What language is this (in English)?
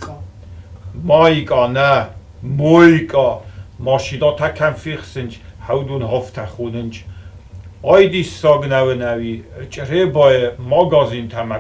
Ossetic